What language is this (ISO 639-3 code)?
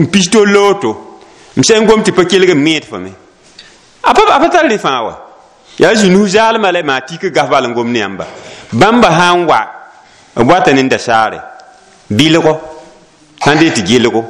mos